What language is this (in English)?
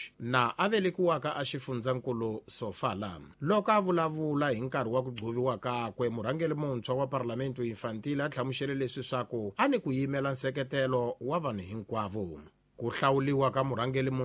Tsonga